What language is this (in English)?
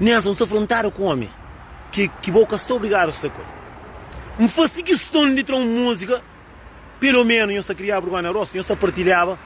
Kabuverdianu